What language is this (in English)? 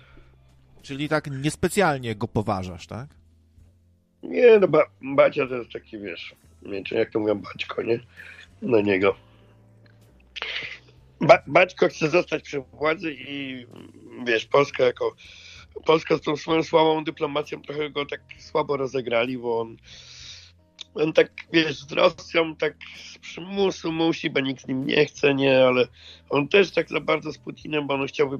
Polish